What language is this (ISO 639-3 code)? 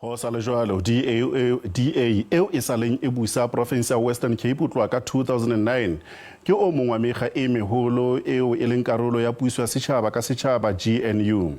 sot